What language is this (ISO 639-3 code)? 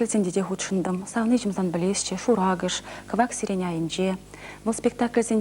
chv